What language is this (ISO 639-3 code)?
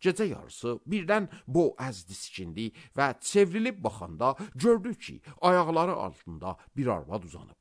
aze